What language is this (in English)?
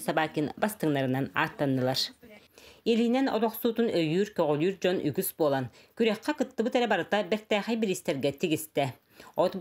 Yakut